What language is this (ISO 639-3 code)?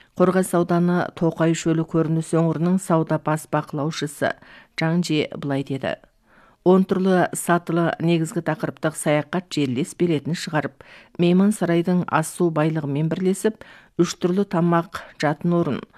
kaz